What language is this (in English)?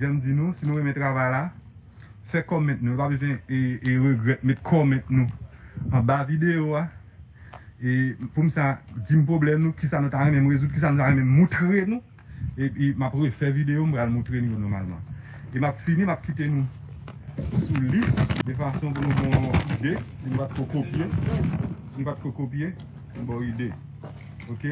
Haitian Creole